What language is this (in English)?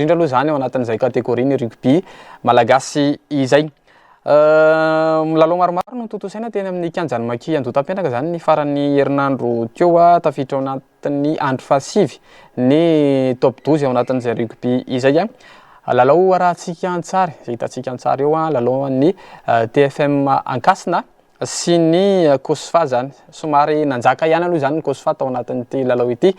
Malagasy